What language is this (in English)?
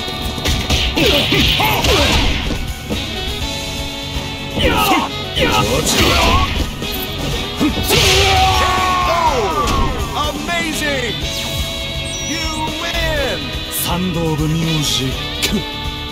Japanese